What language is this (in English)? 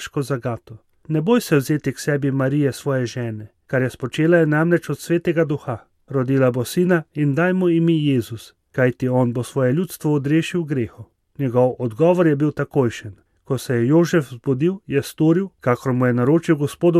Slovenian